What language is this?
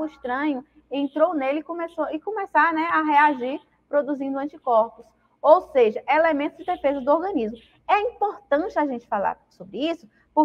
Portuguese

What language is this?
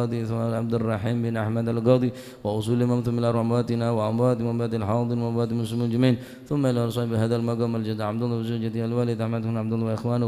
Madurese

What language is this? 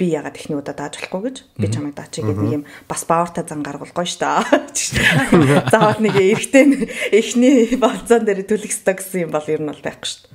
Mongolian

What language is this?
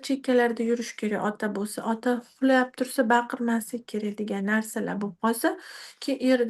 Uzbek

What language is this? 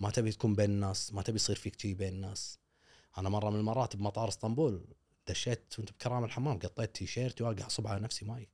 Gulf Arabic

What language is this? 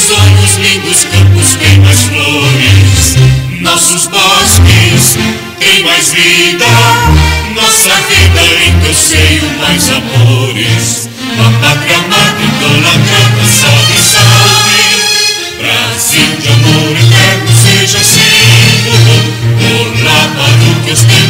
Portuguese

